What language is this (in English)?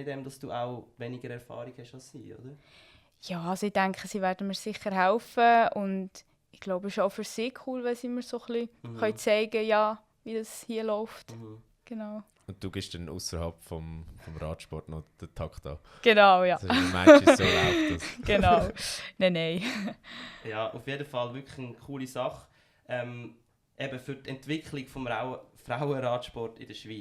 Swiss German